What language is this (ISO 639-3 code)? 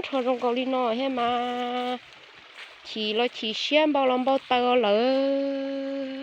hmn